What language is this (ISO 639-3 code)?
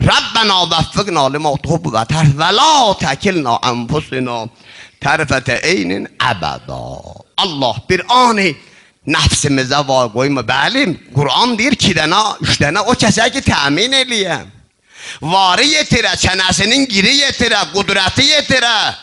azb